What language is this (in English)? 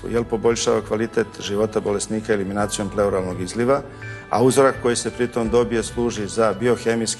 Serbian